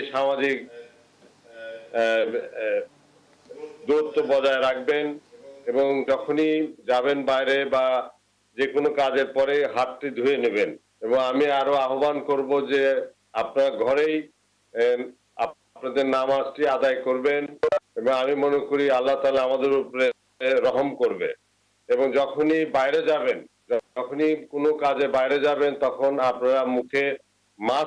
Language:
Bangla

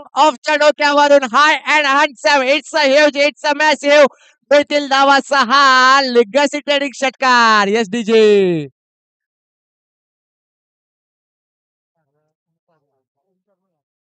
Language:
Marathi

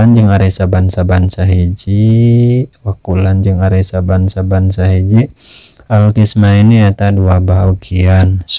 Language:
Sundanese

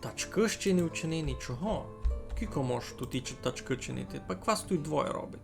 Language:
Rusyn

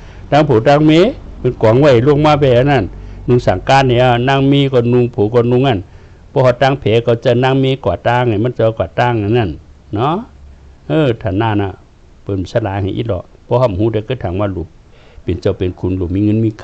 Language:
Shan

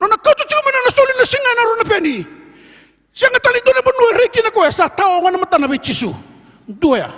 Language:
Fijian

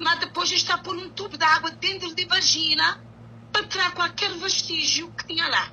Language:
Kabuverdianu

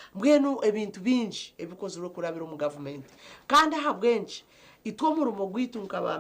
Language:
Nyankole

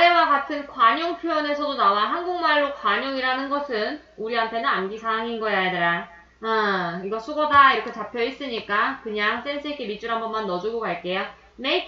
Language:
Korean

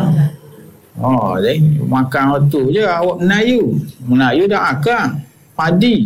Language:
Malay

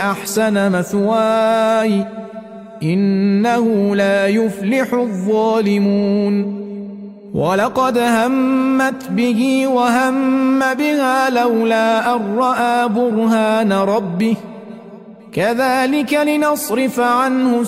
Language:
Arabic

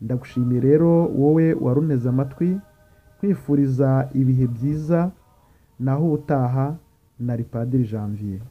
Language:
Kinyarwanda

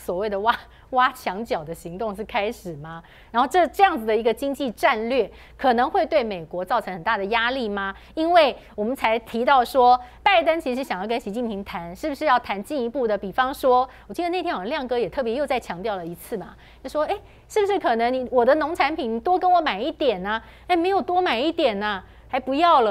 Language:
Chinese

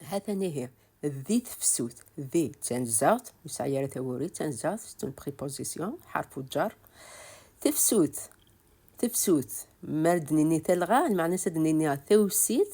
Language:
Kabyle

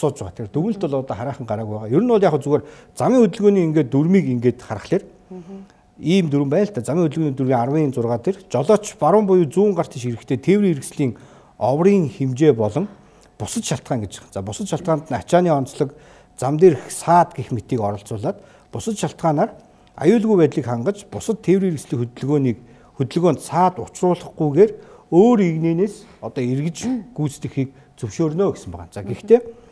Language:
Mongolian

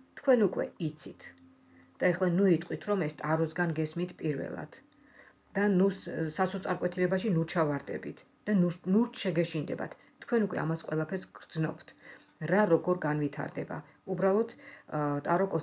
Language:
Georgian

